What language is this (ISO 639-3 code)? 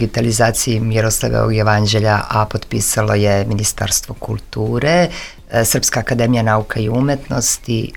srp